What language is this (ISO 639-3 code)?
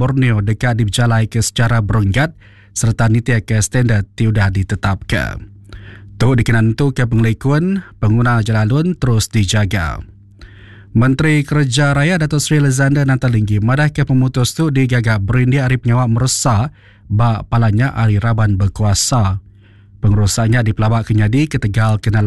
iba